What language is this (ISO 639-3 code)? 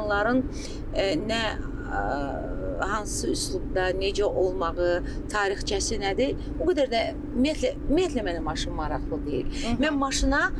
aze